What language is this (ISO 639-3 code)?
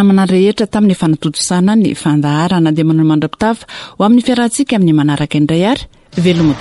mlg